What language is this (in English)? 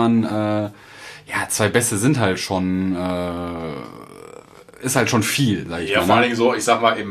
German